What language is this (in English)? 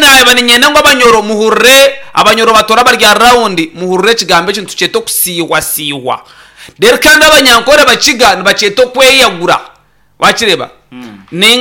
Nyankole